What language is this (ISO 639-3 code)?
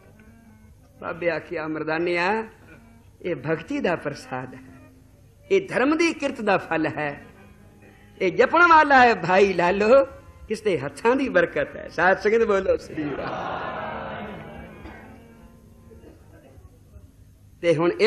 pan